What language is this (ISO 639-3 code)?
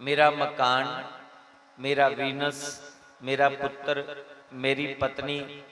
doi